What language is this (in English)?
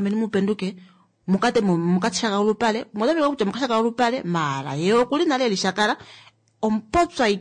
Kuanyama